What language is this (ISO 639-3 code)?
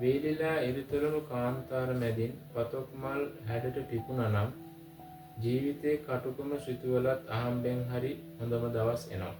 sin